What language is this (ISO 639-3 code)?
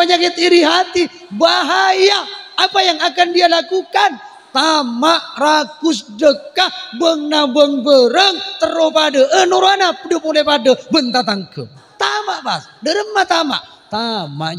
mad